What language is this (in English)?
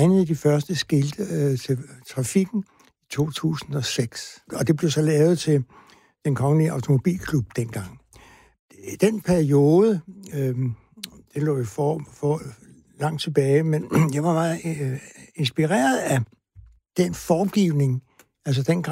Danish